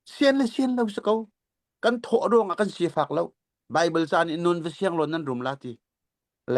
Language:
Hakha Chin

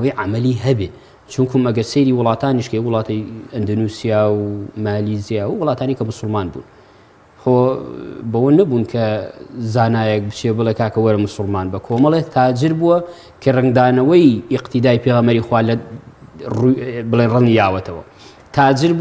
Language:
Central Kurdish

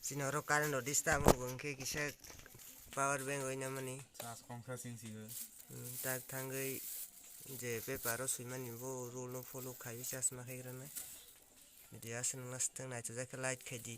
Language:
Kok Borok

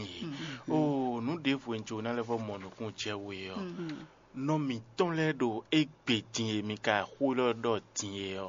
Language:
Fon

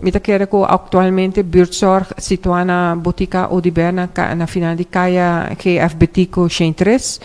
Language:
Papiamento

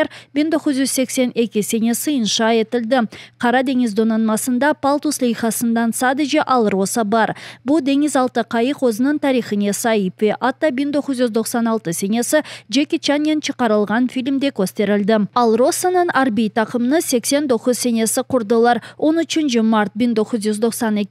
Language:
Crimean Tatar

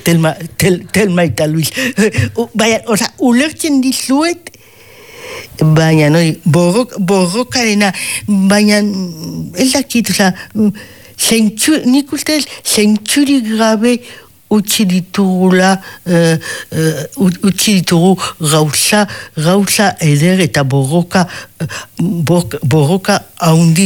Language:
Basque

